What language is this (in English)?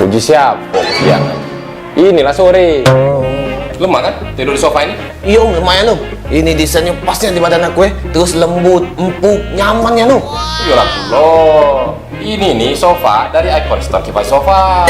Musi